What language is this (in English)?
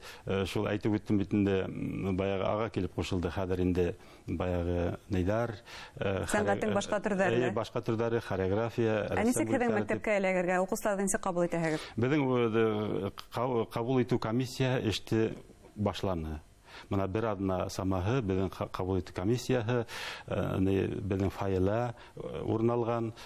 Bashkir